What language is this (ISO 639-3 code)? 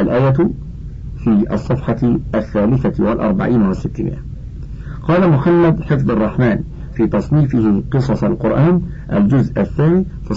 ara